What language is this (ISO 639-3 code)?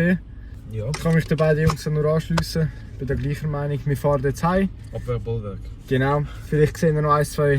gsw